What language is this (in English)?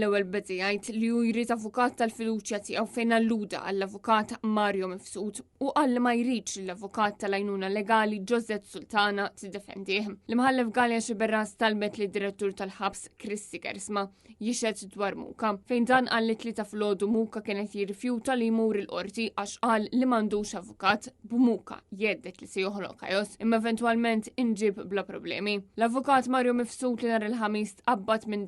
Maltese